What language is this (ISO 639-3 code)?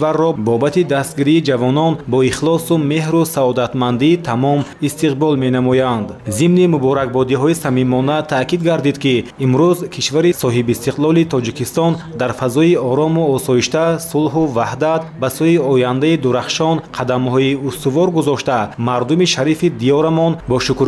tgk